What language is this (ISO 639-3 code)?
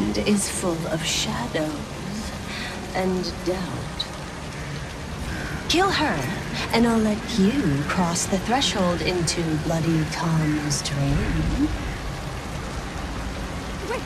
eng